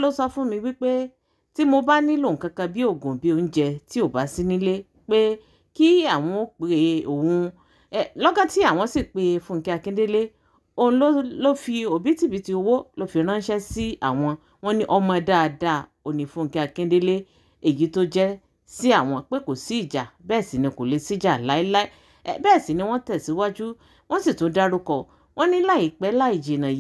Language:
Yoruba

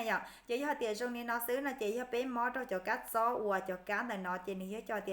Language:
Hmong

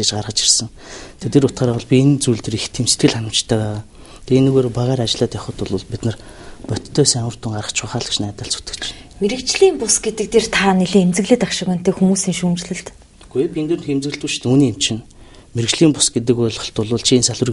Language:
Mongolian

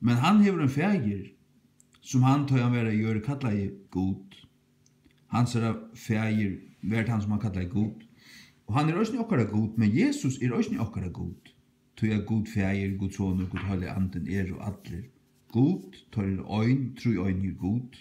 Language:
Faroese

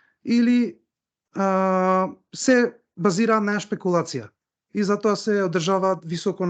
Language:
Macedonian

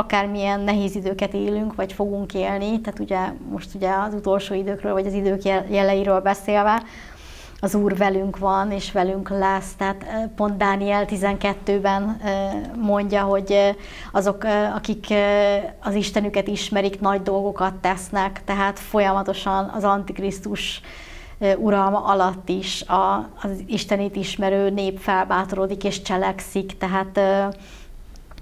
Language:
Hungarian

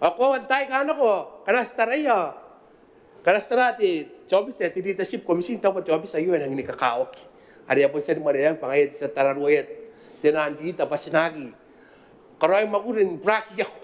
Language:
Gilbertese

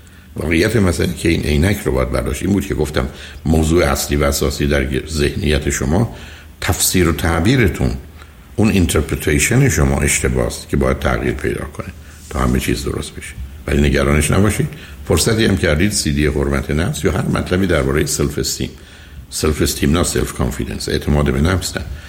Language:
Persian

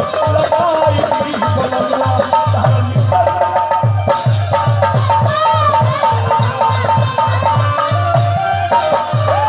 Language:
Bhojpuri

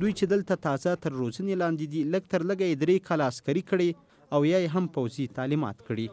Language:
Pashto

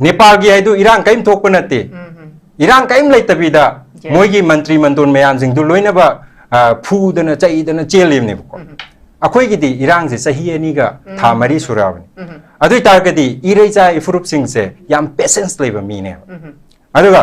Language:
Manipuri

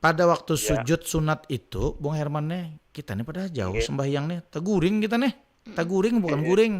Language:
Banjar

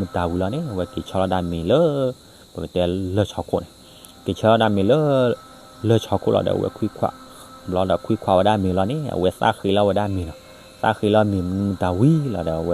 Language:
S'gaw Karen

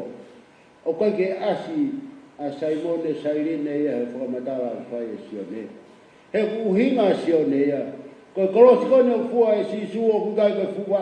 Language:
Tongan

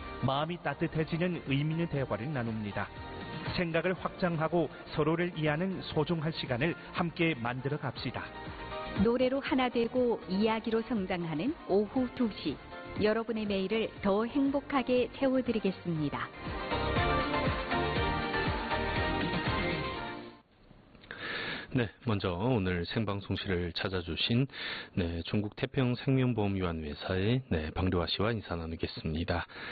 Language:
Korean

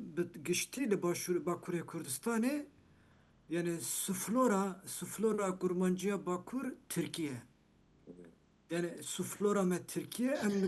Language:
Kurdish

